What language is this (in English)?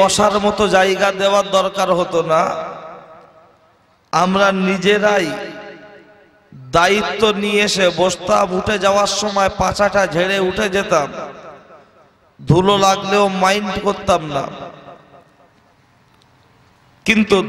Bangla